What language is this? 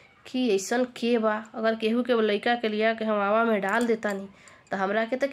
Bhojpuri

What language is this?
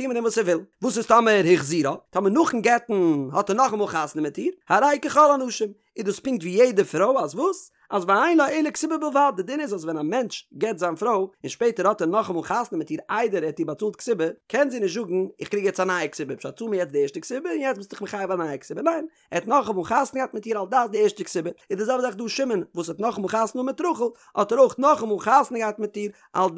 Yiddish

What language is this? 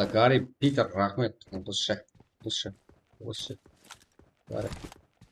Kara-Kalpak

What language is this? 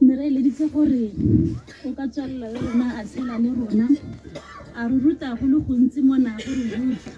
Tswana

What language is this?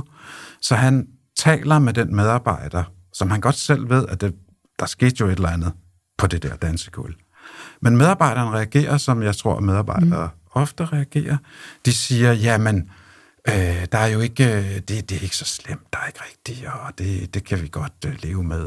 Danish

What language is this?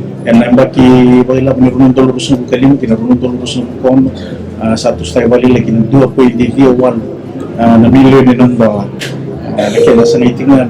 Fijian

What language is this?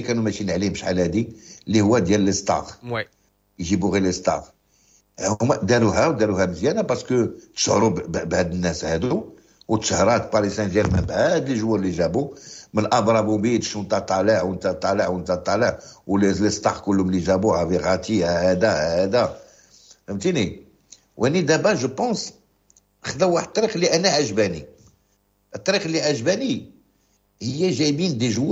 Moroccan Arabic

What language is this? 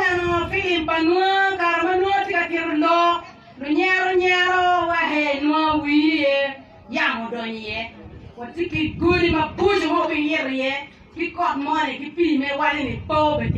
Acoli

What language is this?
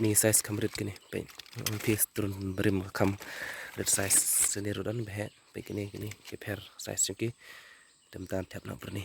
Khasi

